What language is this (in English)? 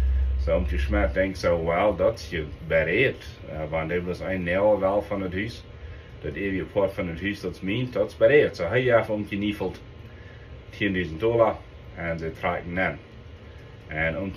Plautdietsch